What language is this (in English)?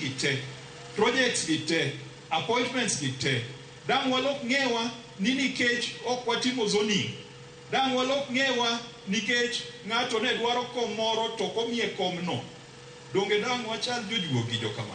Luo (Kenya and Tanzania)